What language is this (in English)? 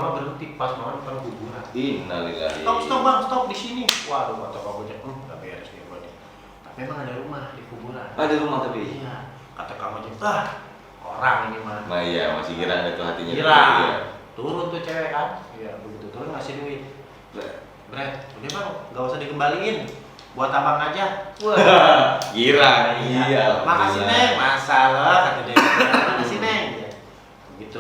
Betawi